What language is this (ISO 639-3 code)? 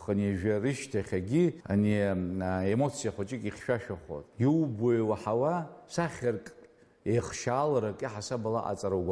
abk